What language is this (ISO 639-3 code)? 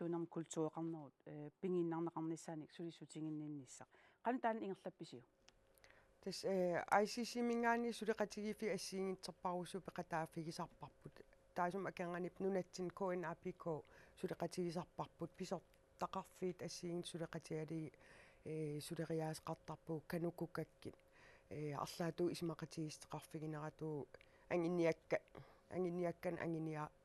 kal